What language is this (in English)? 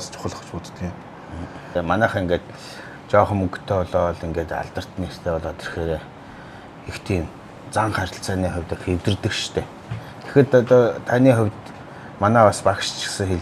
Mongolian